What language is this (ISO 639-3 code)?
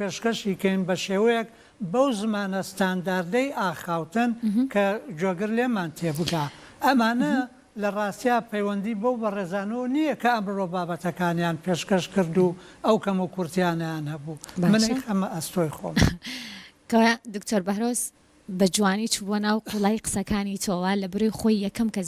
ckb